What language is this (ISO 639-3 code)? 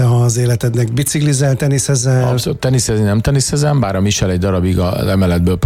hun